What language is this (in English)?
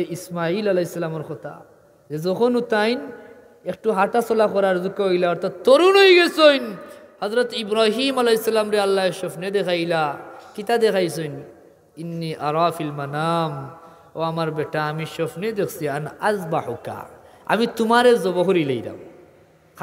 Sylheti